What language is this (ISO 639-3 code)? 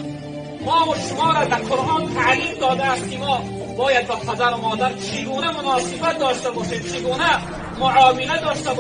tgk